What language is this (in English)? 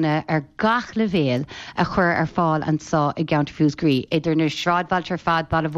Irish